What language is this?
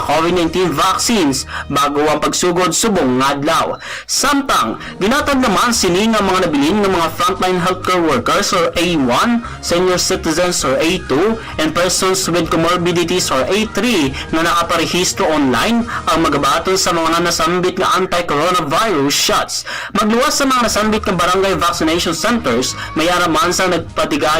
Hiligaynon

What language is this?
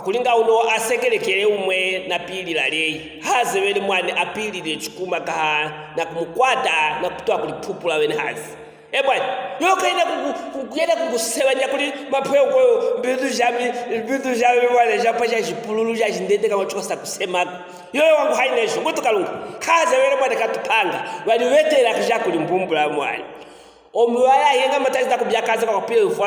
Luvale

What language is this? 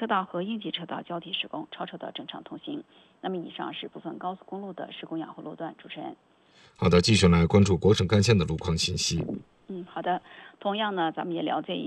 Chinese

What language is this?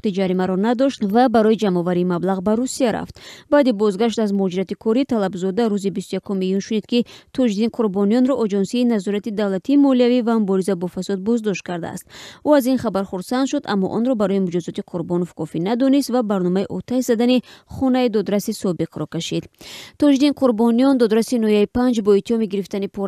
Tajik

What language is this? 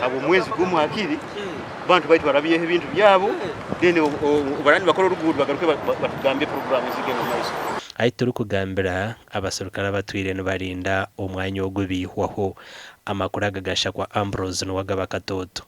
Nyankole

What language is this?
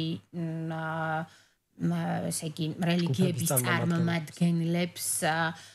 Georgian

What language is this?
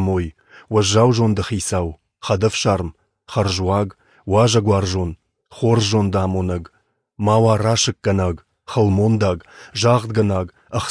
Ossetic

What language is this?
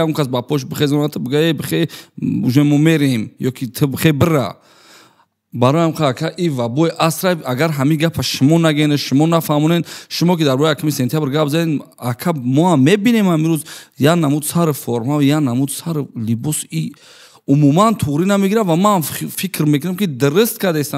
Tajik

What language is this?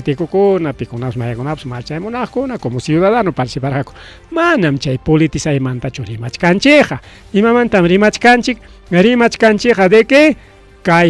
Ayacucho Quechua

